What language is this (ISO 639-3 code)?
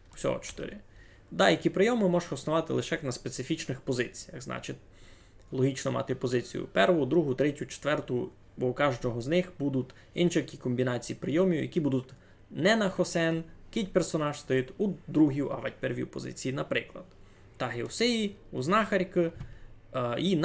rue